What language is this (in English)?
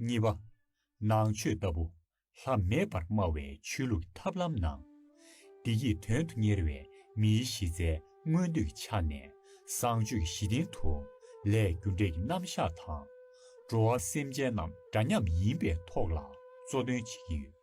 Tibetan